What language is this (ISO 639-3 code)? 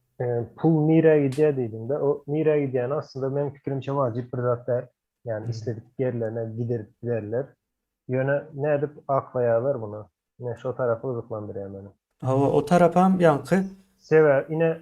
tuk